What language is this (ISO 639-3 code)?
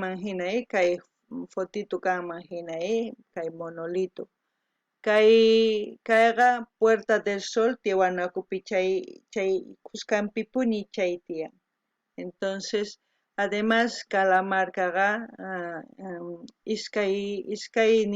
quh